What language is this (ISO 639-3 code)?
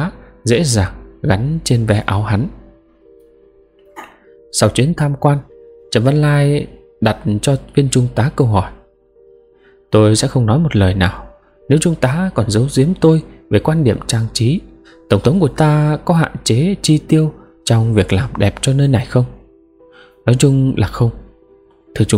vie